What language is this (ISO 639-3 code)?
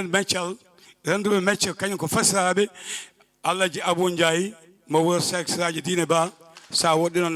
ful